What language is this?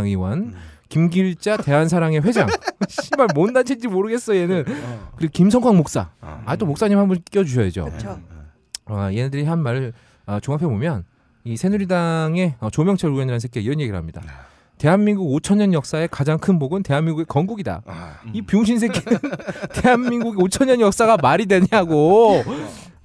Korean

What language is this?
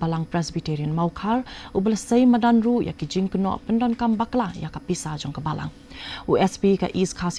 Khasi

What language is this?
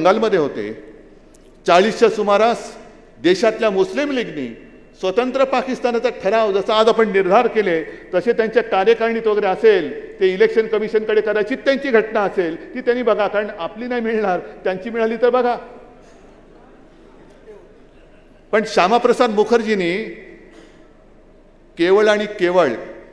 Marathi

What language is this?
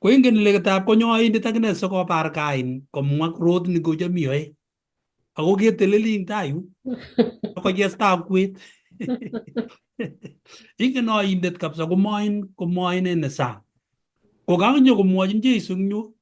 Kalenjin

